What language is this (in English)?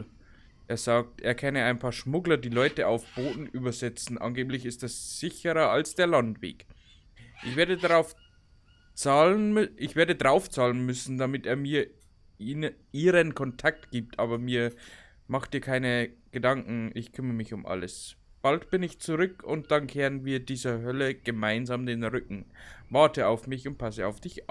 Bavarian